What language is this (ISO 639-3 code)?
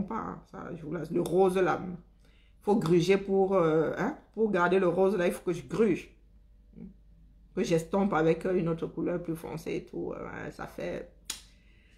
fra